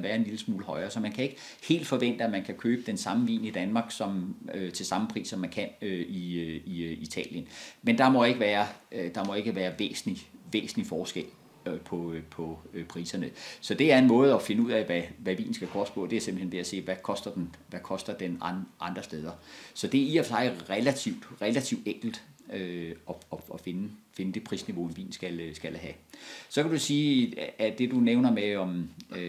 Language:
Danish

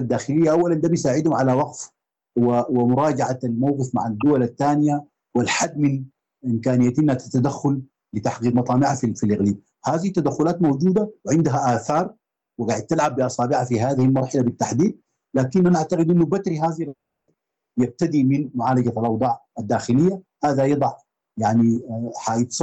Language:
Sudanese Arabic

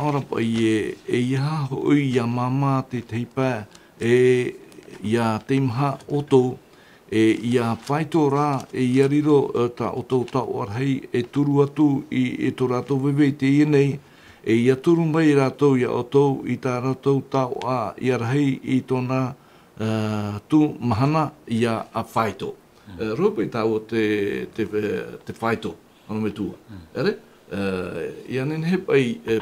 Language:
Tahitian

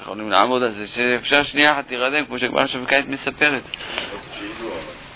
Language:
Hebrew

